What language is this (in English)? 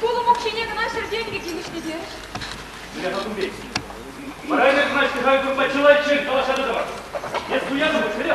Chuvash